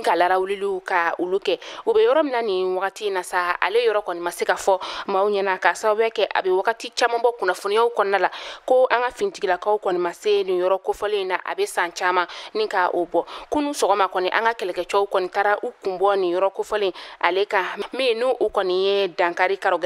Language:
Bambara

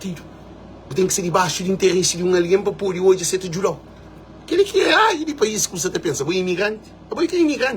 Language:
Kabuverdianu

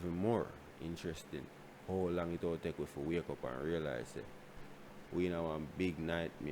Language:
Jamaican Creole English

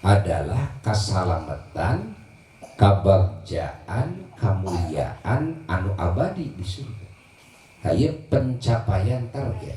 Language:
Sundanese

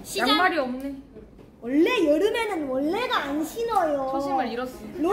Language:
Korean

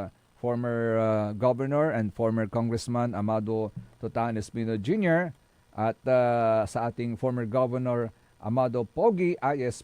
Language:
Pangasinan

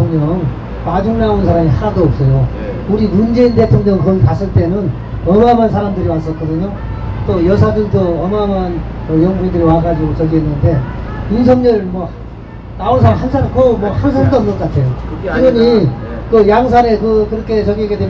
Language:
Korean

